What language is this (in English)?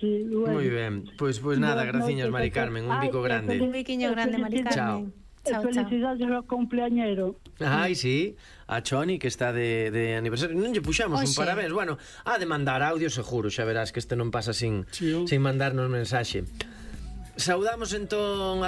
Galician